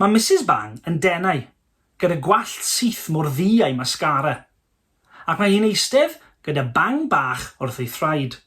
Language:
Welsh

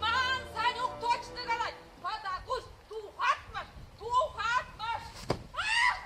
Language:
Chuvash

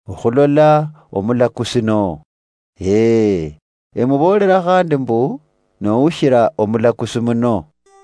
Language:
Luyia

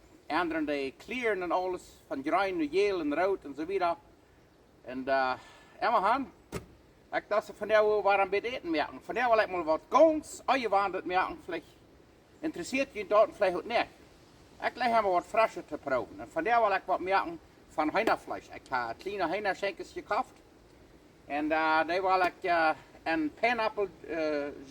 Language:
Plautdietsch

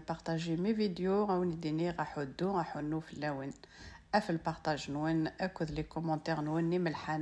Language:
Kabyle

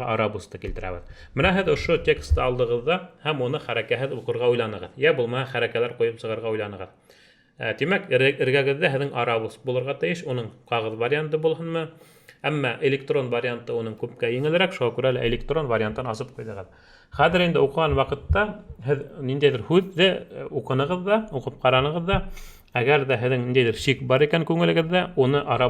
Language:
Bashkir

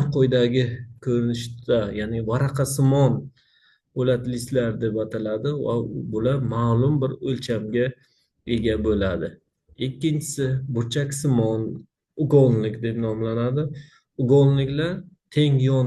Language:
Uzbek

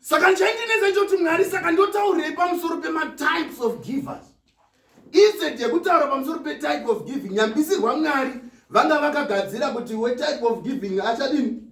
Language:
Shona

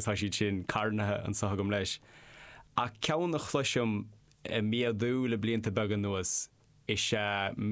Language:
Irish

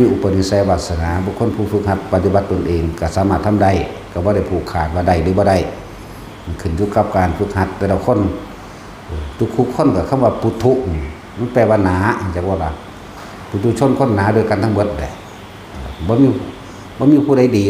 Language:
Northeastern Thai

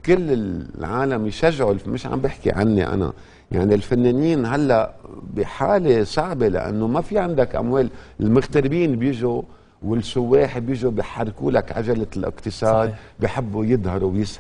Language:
North Levantine Arabic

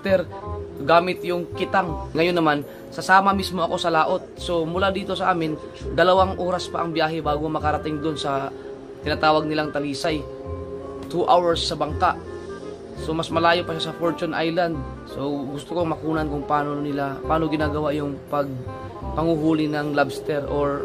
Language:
Filipino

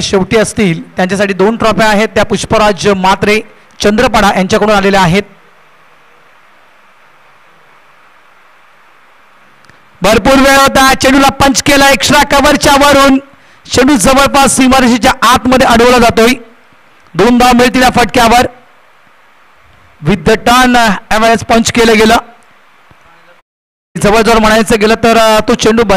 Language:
Marathi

